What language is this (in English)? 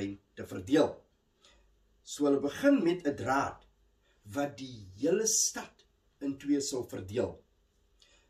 Afrikaans